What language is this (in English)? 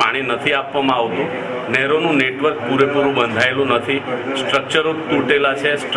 Gujarati